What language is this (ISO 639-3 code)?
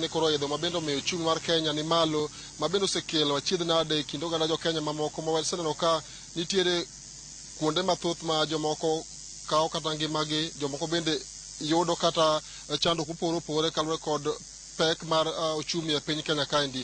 luo